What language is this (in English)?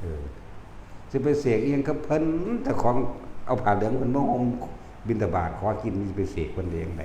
Northeastern Thai